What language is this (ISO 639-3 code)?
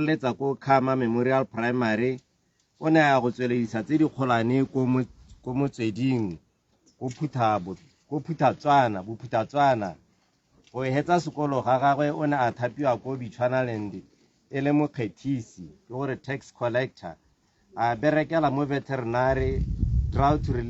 tsn